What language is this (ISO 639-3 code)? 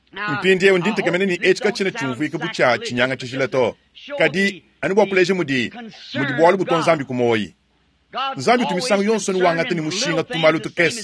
lua